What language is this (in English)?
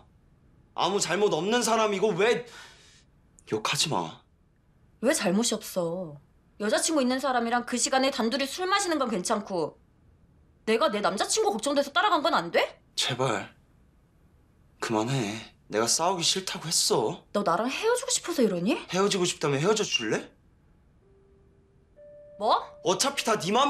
Korean